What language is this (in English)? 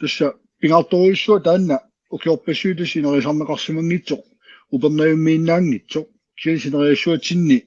Kalaallisut